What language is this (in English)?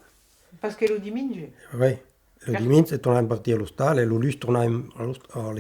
Occitan